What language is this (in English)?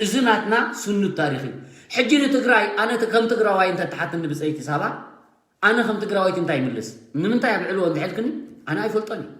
Tigrinya